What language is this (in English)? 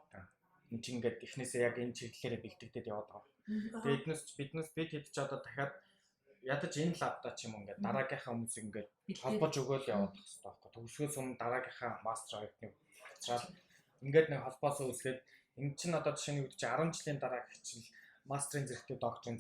Mongolian